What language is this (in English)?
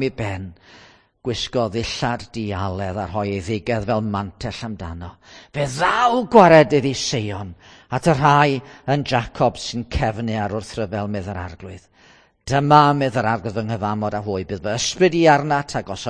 Welsh